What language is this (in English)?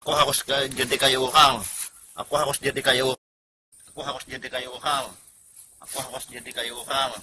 Banjar